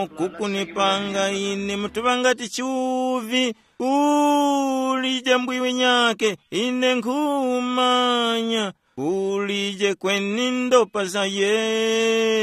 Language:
Tumbuka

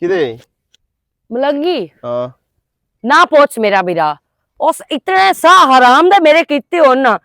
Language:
Western Panjabi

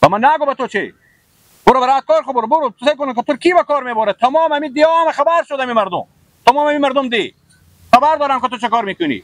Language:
Persian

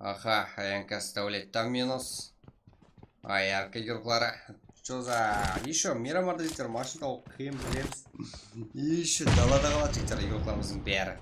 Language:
Kara-Kalpak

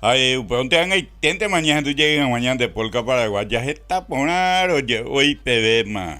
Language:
Guarani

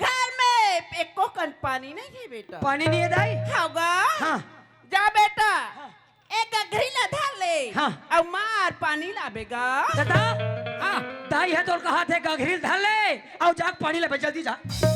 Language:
Chhattisgarhi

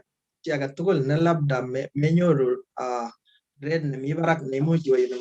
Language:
Kalenjin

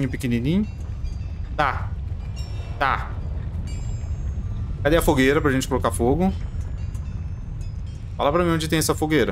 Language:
Portuguese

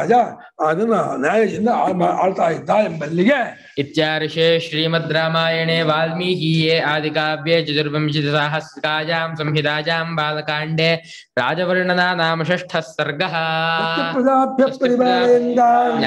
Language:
Kannada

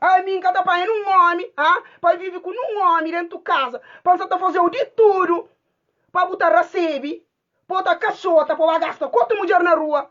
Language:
Kabuverdianu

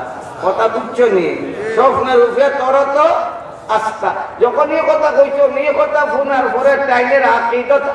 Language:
Sylheti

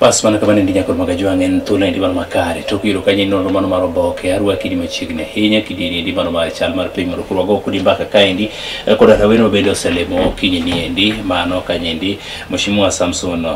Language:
Luo (Kenya and Tanzania)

